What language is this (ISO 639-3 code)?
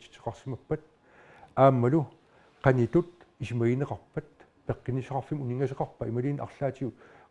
kal